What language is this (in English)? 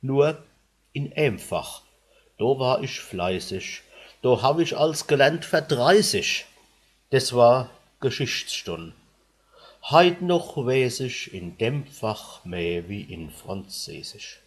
Palatine German